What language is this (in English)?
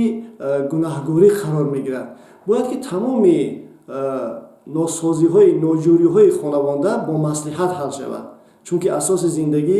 Tajik